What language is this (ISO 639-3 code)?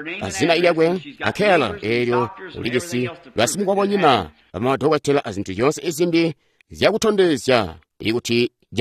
toi